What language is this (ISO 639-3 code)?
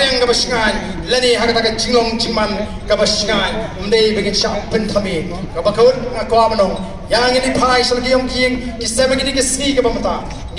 kha